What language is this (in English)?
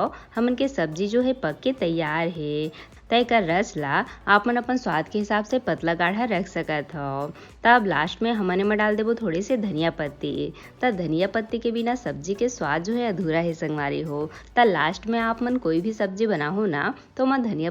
Chhattisgarhi